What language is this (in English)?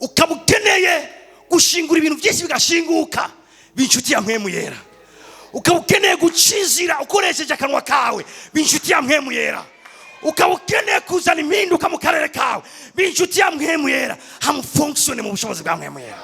Rundi